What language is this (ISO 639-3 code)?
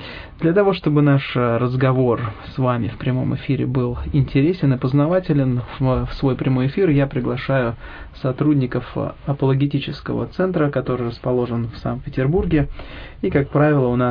rus